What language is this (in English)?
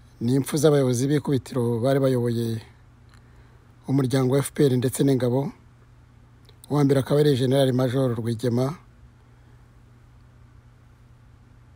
Kinyarwanda